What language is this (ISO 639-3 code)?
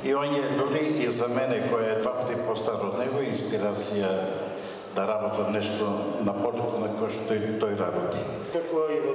mkd